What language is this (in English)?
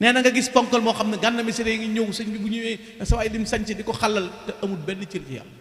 Wolof